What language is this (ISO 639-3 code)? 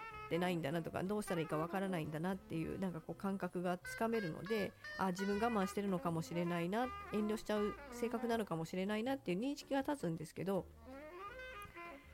jpn